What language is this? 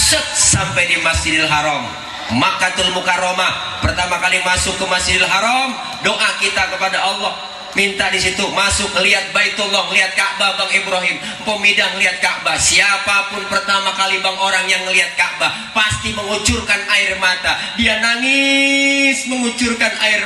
Betawi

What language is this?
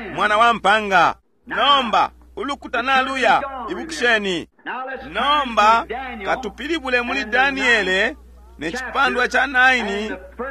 Bemba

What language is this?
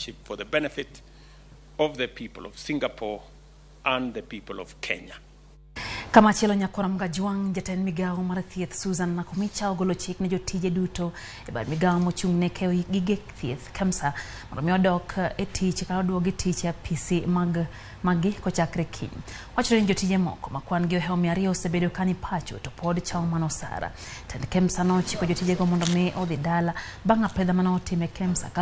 Luo (Kenya and Tanzania)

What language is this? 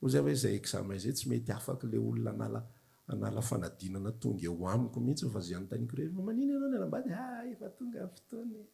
Malagasy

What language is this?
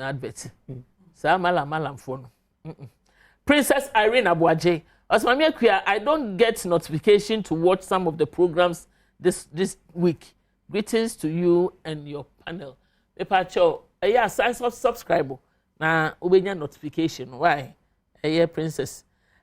Akan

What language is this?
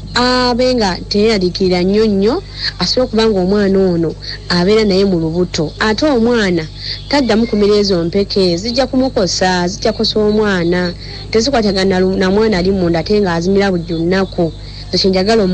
Ganda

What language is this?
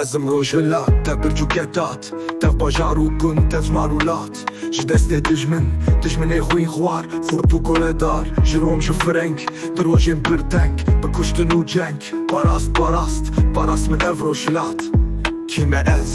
Kurdish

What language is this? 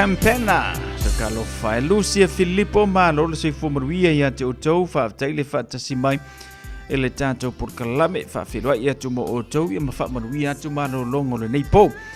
Samoan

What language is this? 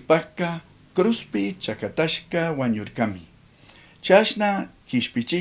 Chimborazo Highland Quichua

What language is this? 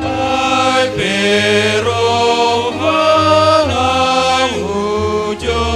Batak Simalungun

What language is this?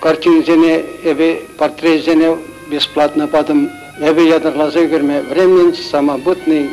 Chuvash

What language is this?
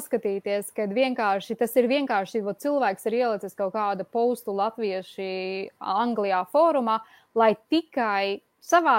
Latvian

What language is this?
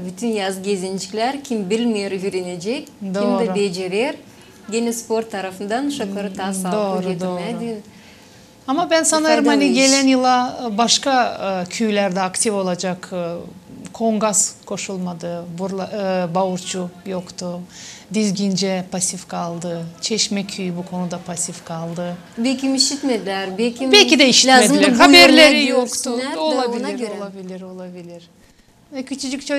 Gagauz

